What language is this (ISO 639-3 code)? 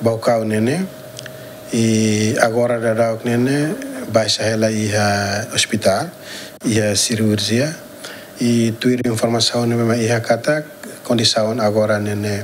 tet